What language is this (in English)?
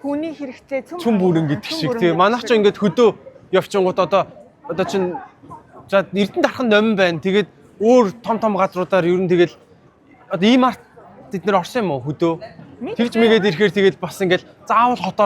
Mongolian